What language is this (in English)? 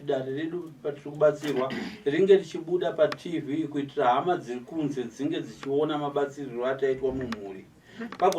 Shona